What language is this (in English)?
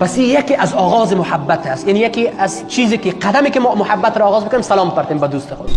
Persian